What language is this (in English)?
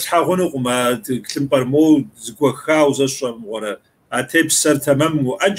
Kabardian